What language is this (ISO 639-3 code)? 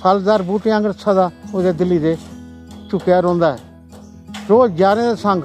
doi